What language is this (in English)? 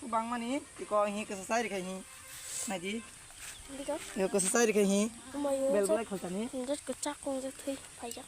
Kok Borok